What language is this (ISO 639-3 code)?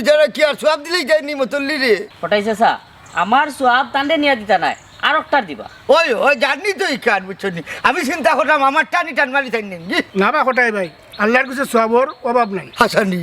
syl